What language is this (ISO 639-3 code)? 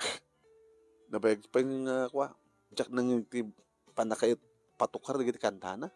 ilo